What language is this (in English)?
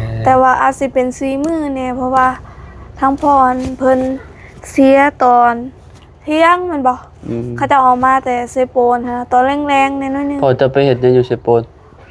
Lao